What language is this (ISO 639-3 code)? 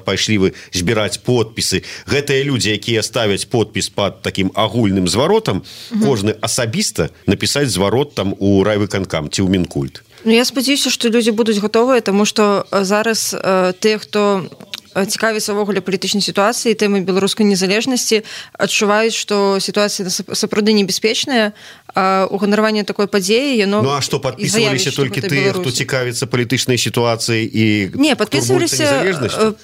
bel